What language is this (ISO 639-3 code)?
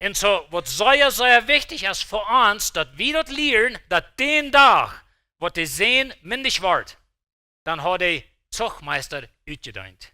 pdt